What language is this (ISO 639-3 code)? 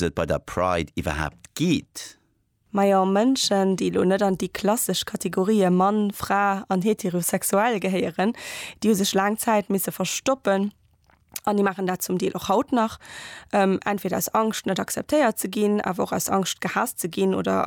ltz